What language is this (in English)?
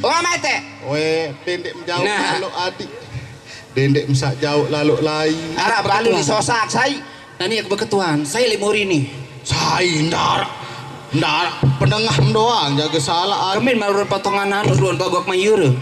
Sasak